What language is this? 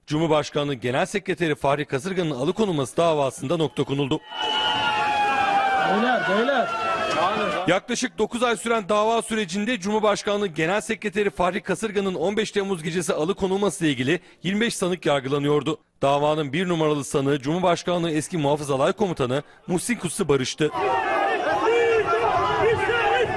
Turkish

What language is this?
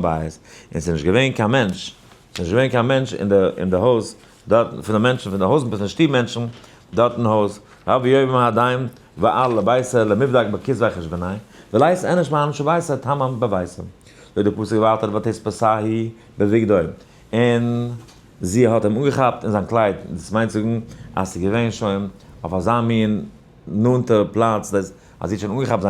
Yiddish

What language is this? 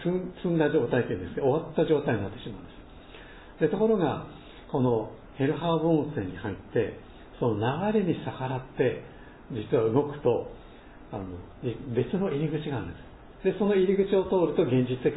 Japanese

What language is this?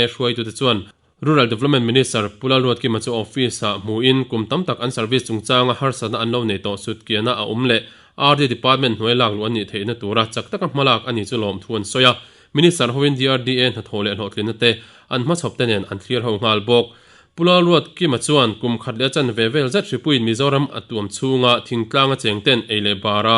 Mizo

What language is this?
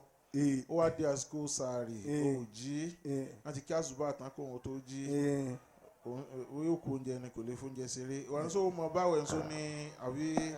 Yoruba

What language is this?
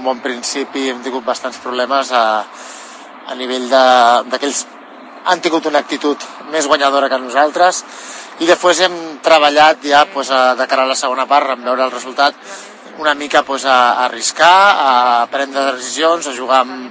Catalan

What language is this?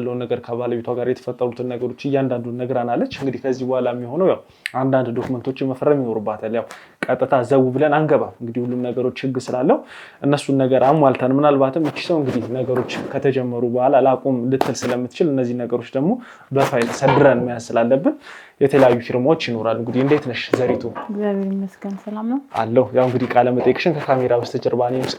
Amharic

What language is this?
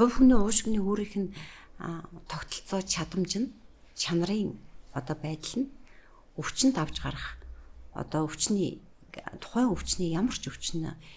Mongolian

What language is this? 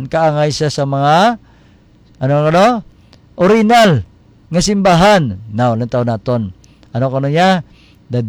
Hiligaynon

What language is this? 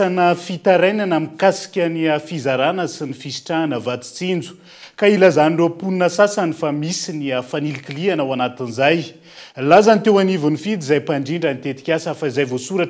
Malagasy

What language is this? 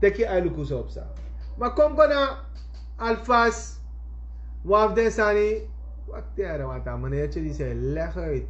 Sranan Tongo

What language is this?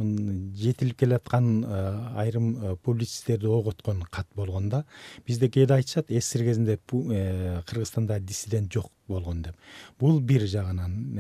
Kyrgyz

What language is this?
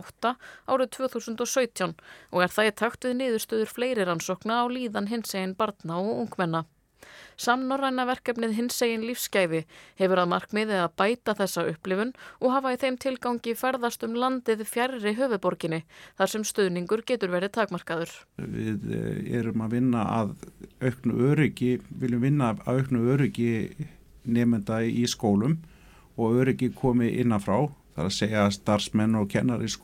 Icelandic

